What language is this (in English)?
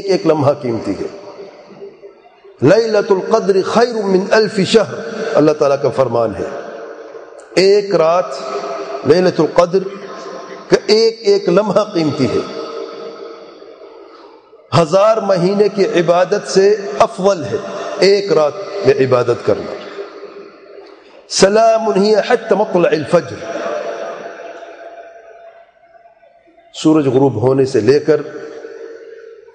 Urdu